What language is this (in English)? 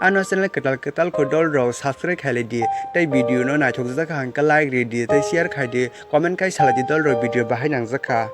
Kok Borok